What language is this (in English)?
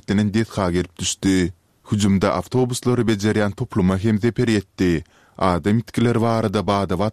Turkmen